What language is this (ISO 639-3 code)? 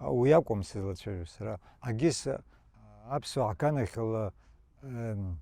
abk